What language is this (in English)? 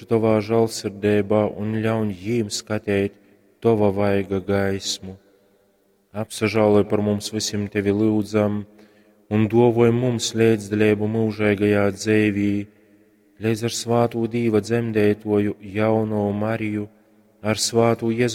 Latgalian